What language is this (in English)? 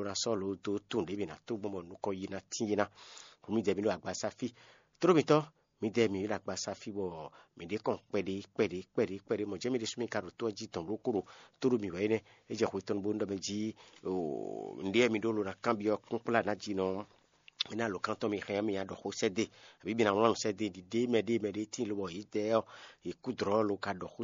Fon